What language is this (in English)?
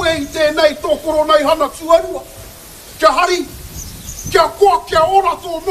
Māori